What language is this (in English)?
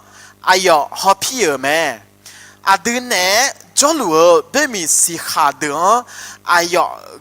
Akha